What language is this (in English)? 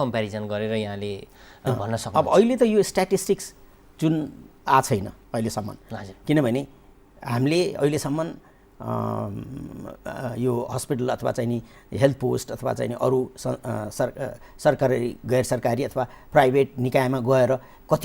Nepali